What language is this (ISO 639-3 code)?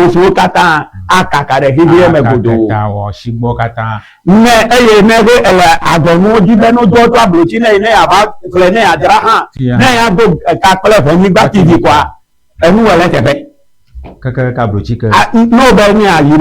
ewe